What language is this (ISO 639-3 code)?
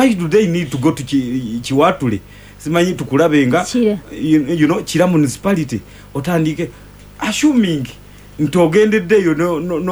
lug